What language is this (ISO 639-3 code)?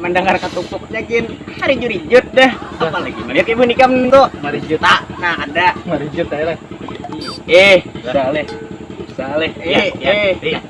bjn